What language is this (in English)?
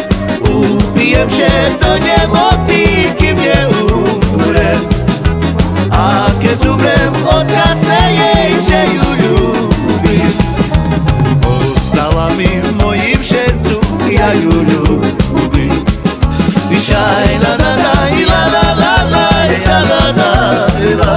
Slovak